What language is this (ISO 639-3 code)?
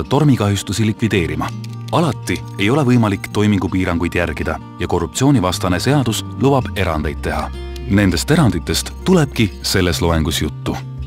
est